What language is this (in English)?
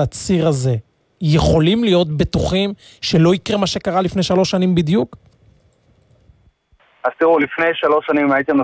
Hebrew